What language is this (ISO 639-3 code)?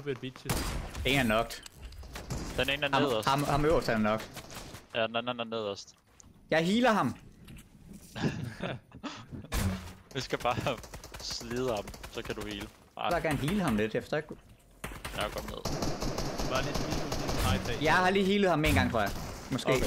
dan